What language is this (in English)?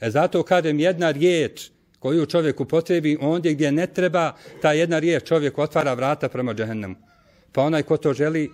Bosnian